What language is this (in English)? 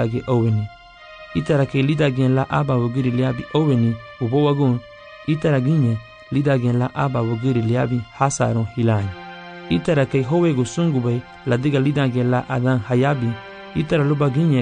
Garifuna